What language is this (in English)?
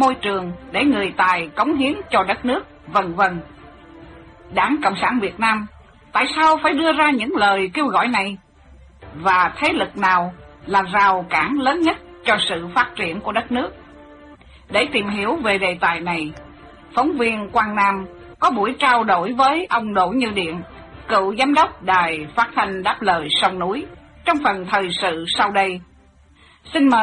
Vietnamese